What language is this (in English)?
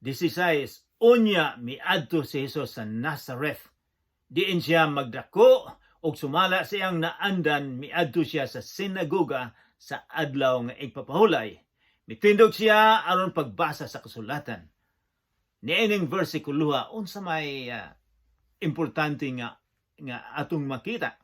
Cebuano